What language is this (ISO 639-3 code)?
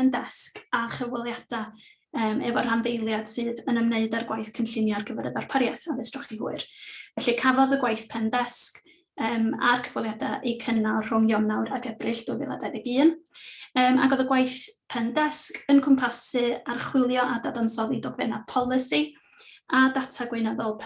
cym